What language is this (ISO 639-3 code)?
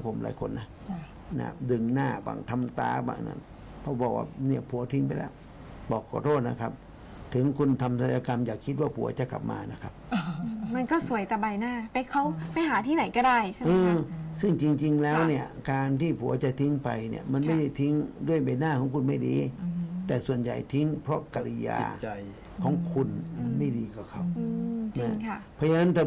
tha